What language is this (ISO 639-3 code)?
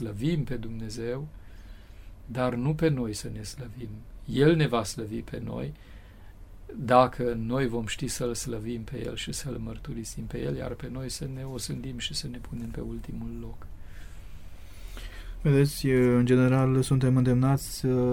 ron